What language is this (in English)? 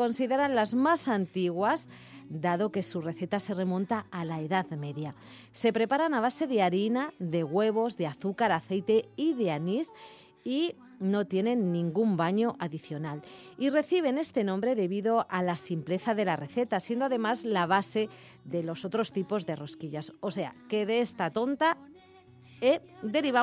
Spanish